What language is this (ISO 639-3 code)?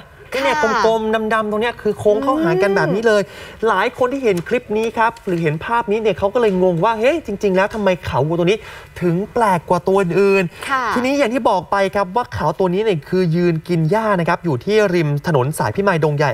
tha